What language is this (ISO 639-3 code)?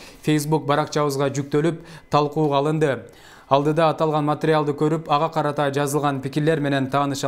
kir